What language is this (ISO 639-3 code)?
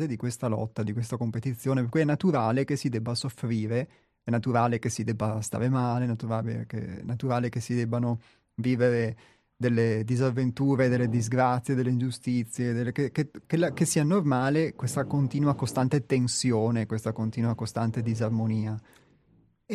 ita